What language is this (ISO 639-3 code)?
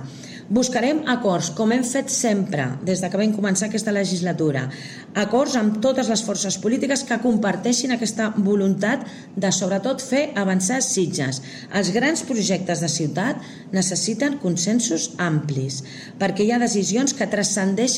cat